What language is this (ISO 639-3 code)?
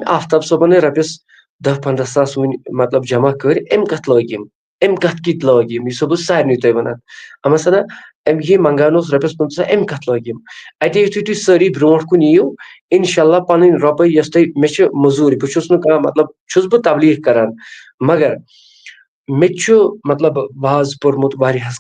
kas